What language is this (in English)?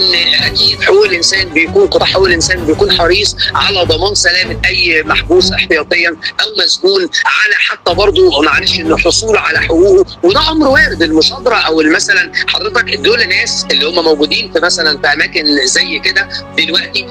Egyptian Arabic